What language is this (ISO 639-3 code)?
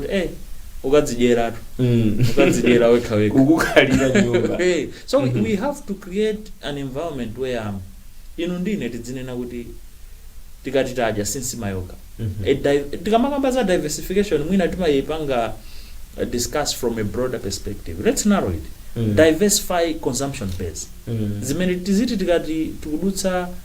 nya